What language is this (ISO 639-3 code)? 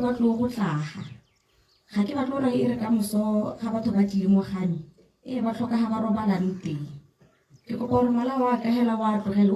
tsn